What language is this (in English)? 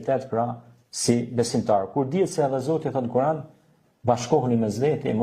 Albanian